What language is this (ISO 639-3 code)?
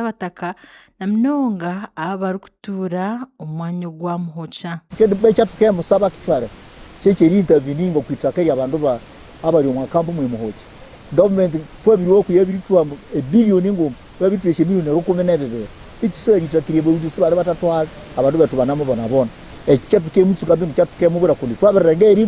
nyn